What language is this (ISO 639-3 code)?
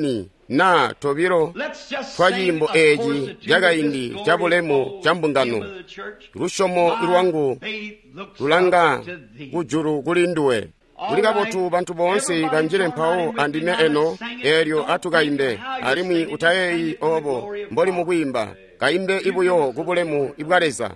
toi